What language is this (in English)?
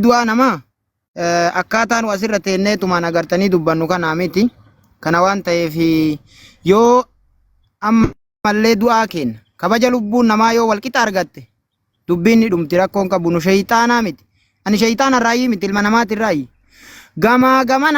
Oromo